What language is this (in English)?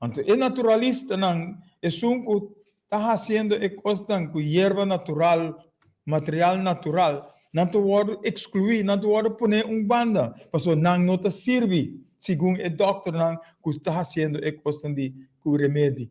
Papiamento